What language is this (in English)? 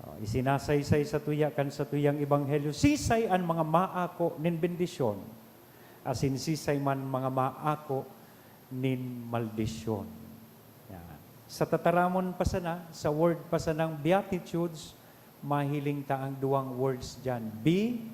Bikol